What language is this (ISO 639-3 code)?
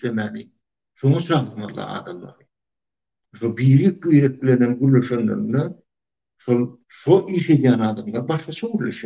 tuk